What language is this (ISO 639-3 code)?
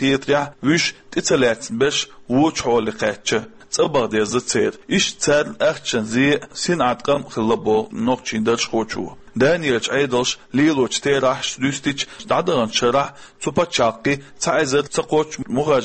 che